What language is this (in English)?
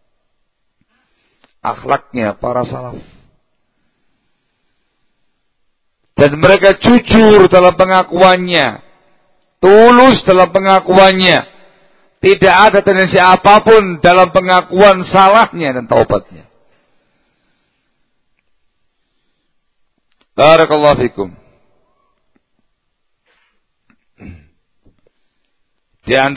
Indonesian